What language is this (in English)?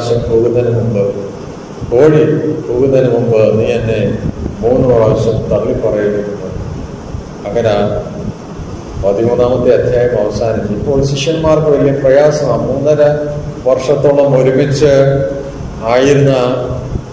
Malayalam